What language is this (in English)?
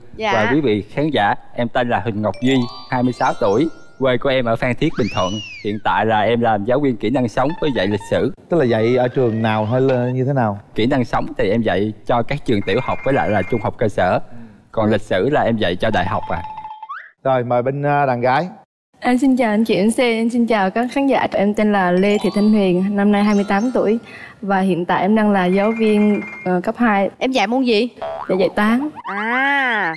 Vietnamese